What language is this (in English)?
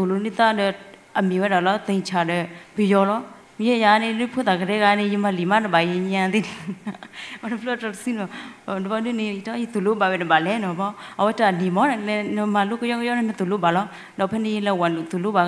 S'gaw Karen